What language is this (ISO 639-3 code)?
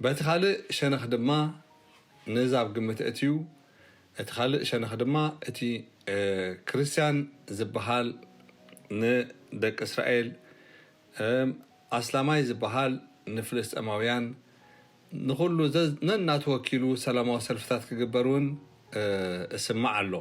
tir